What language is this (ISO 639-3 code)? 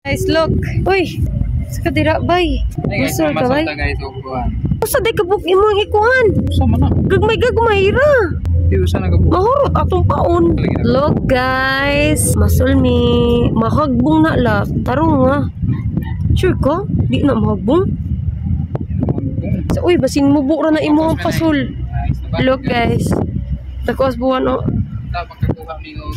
ceb